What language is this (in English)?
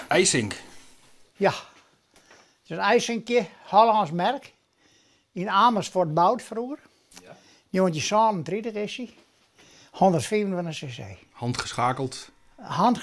Western Frisian